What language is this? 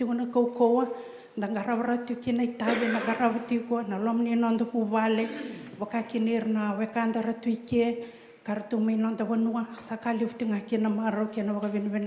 Fijian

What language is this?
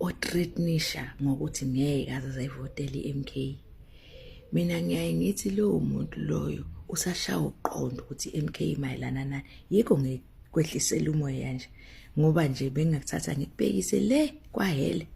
Zulu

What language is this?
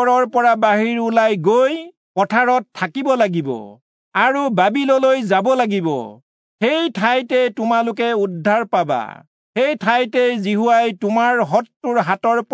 Assamese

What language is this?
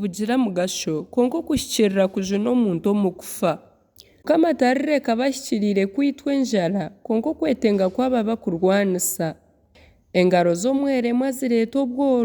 Nyankole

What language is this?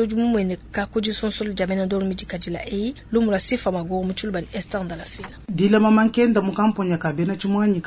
Luba-Lulua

